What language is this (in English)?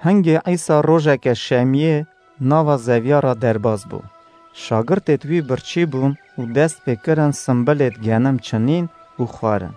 Kurdish